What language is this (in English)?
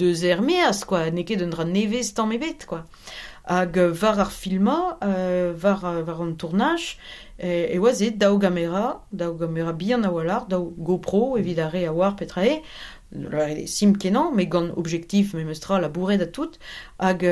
Breton